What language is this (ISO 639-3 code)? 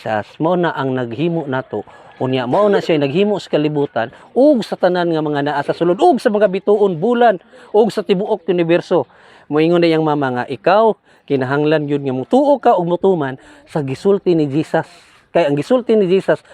ceb